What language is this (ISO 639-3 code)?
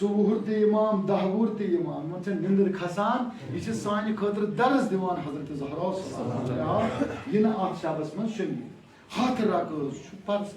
kas